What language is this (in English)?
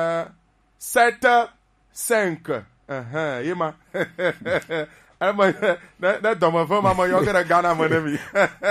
Gen